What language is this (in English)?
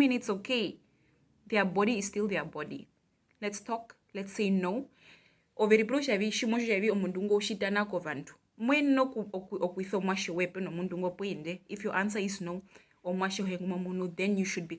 Herero